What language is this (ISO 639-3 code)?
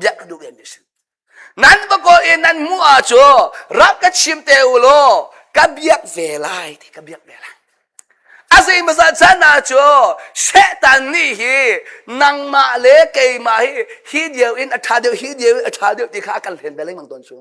cnh